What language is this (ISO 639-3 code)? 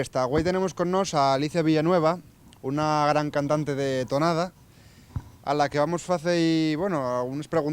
ast